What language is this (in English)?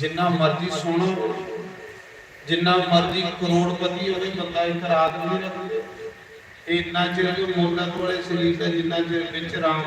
Dogri